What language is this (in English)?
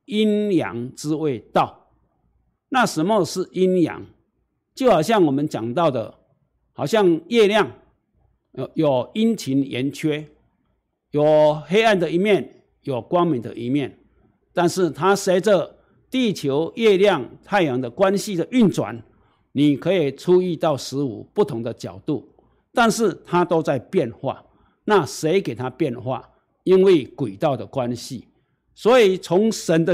Chinese